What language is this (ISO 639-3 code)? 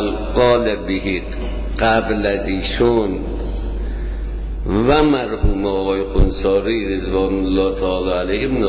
fas